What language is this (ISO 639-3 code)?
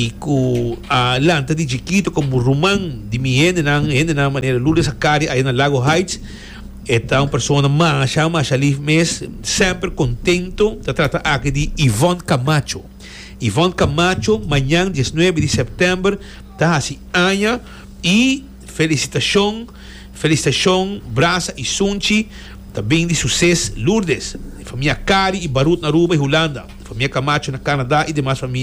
pap